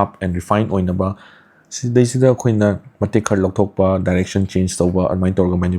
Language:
Manipuri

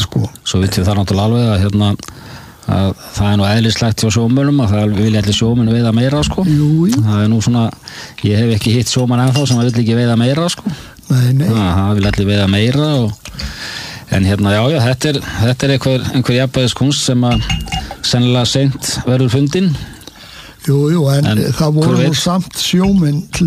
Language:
Icelandic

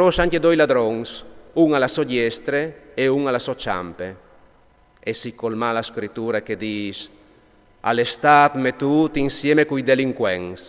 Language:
Friulian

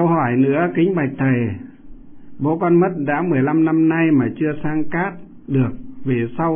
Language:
Vietnamese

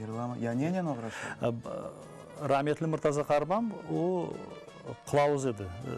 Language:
Crimean Tatar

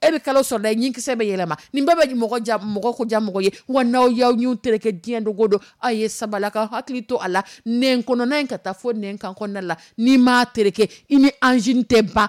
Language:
Dyula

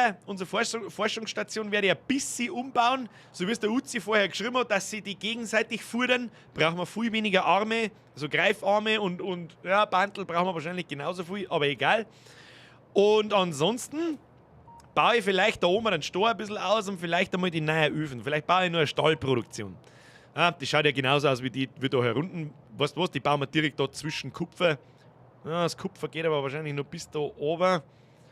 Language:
Bavarian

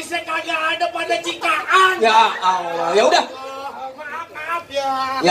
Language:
Betawi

